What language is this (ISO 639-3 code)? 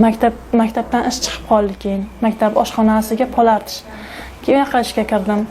uzb